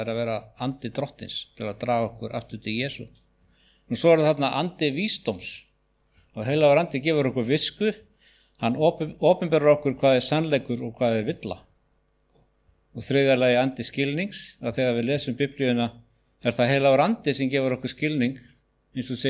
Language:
Icelandic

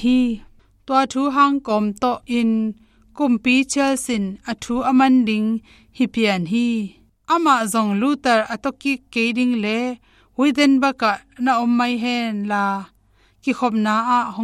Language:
Tedim Chin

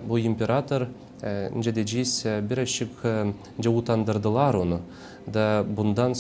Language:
Gagauz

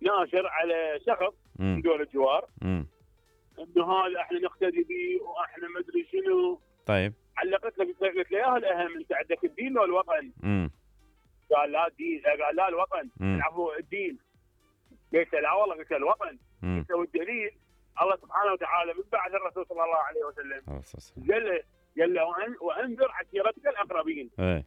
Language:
Mesopotamian Arabic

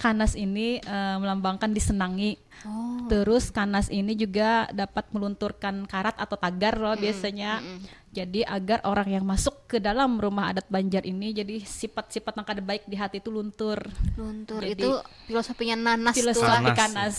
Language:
Banjar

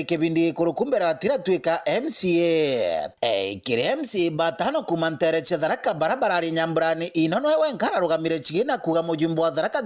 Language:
Meru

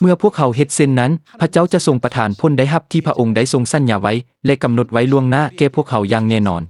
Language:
Lao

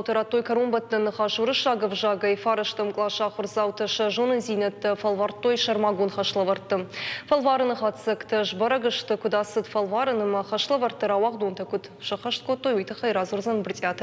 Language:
Ossetic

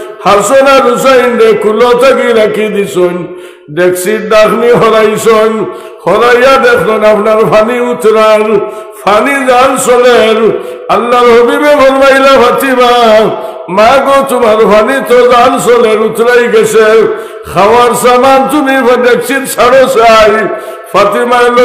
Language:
Sylheti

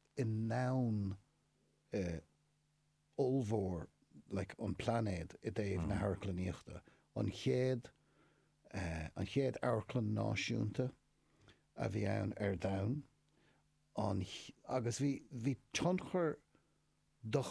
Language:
Irish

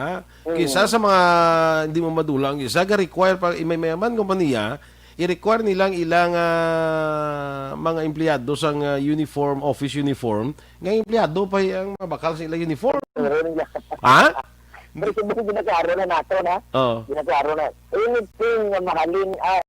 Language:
Hiligaynon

